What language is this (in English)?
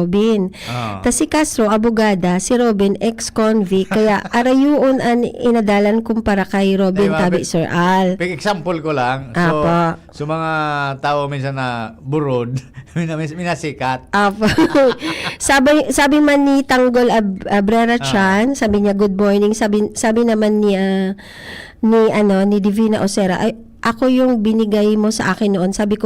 Bikol